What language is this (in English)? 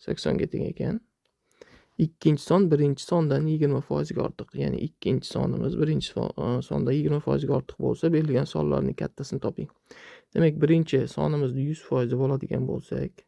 Uzbek